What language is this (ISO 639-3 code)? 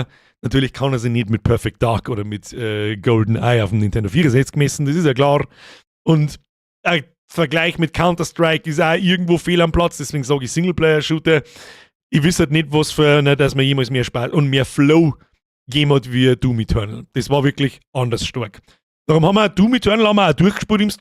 bar